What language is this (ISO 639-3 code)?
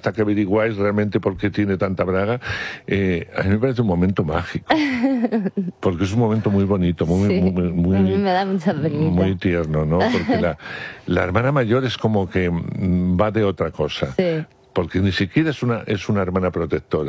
spa